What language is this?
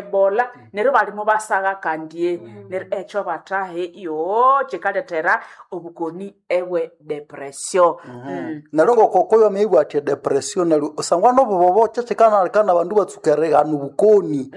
Nande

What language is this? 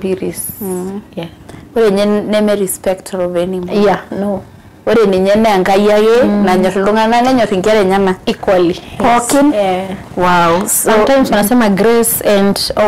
Masai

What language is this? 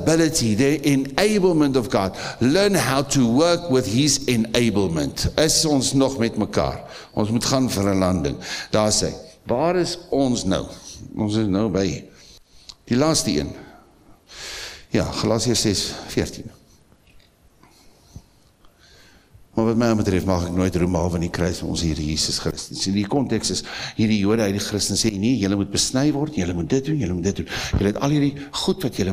Afrikaans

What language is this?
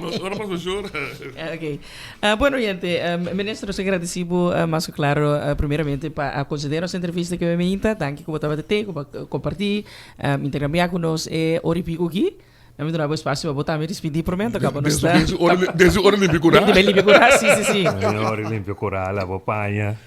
Papiamento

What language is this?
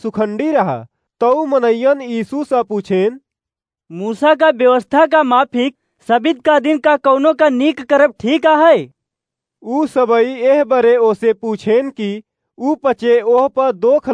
Awadhi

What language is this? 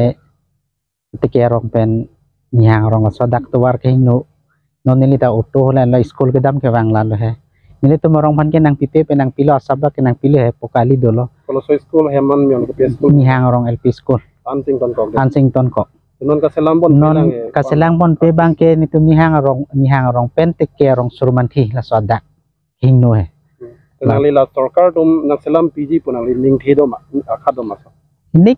Karbi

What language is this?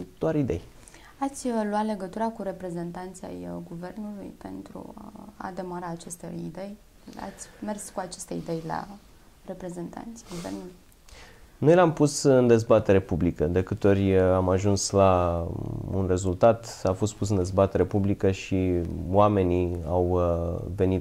Romanian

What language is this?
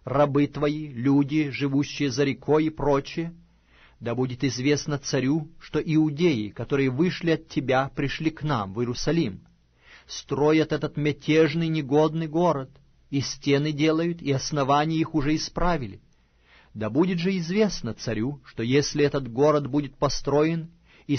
Russian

